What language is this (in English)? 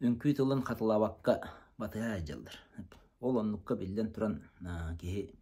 Yakut